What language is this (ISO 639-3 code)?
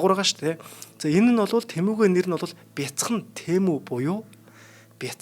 mon